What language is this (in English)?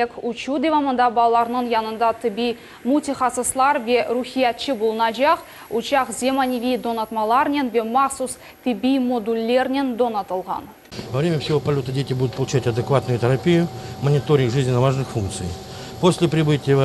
Crimean Tatar